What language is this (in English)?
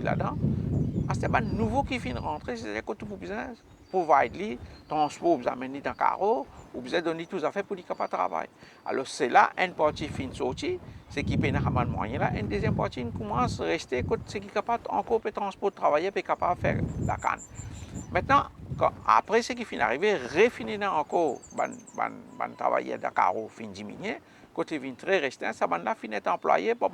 Morisyen